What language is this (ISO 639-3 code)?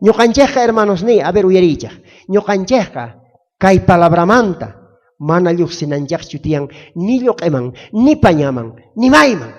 quh